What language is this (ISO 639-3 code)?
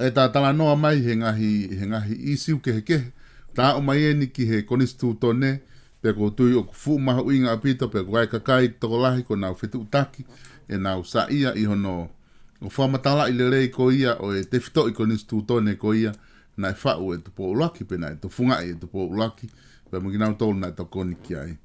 ton